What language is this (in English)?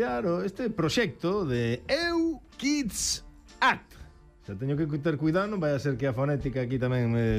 Galician